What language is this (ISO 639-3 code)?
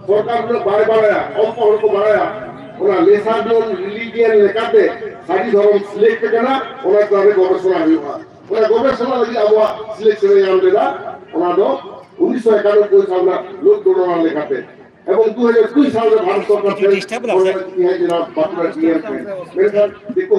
sat